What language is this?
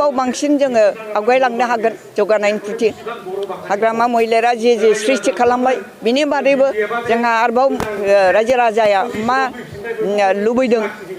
Bodo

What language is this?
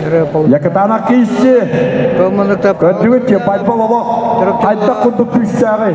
Yakut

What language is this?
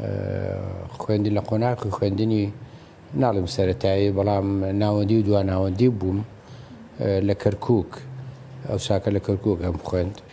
Central Kurdish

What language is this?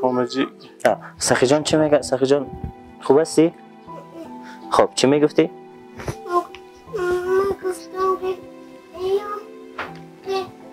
Persian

